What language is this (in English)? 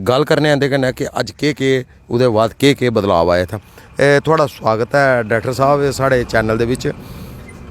Dogri